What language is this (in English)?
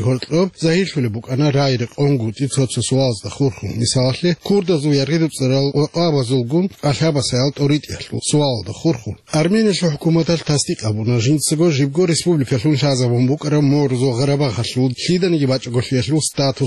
Avaric